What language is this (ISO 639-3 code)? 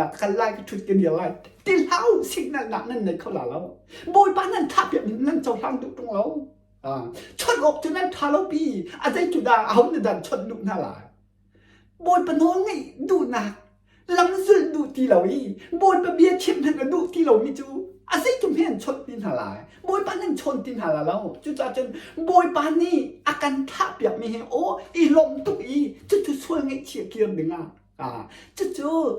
cnh